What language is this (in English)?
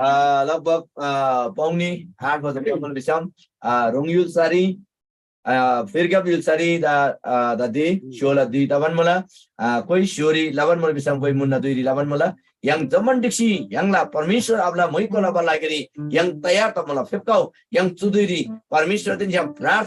Eastern Tamang